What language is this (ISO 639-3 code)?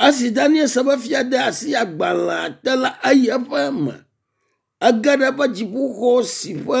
ewe